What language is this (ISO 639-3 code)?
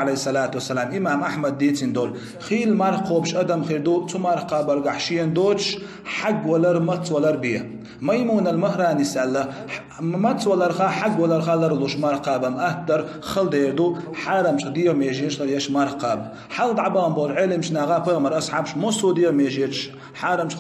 che